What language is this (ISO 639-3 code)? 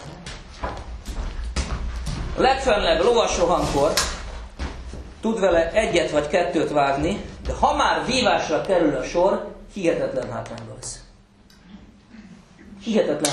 hun